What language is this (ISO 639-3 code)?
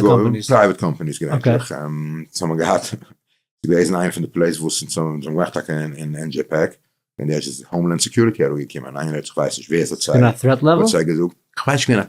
yid